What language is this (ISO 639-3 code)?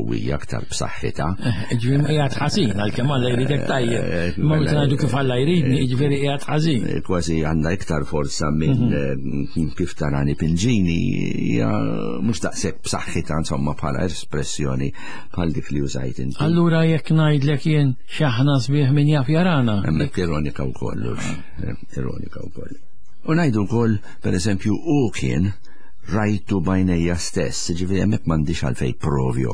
mlt